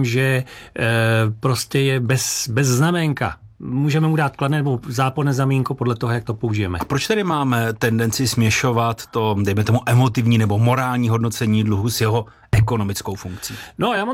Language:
Czech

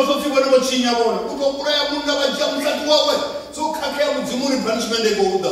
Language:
Venda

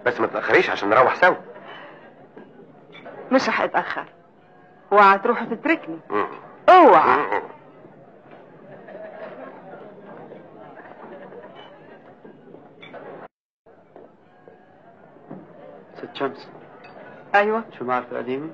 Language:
Egyptian Arabic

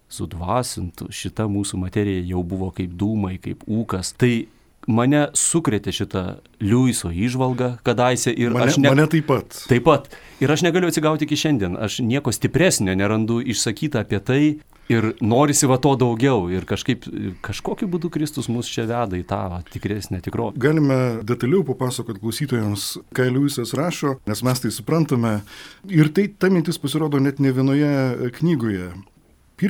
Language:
Lithuanian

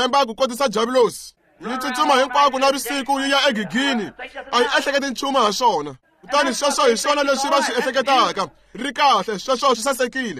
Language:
Tsonga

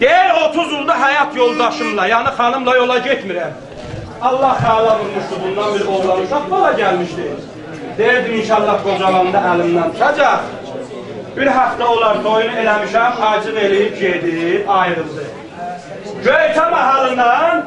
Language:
South Azerbaijani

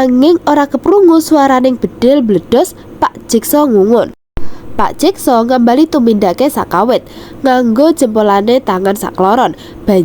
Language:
Javanese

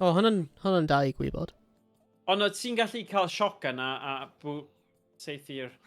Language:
Welsh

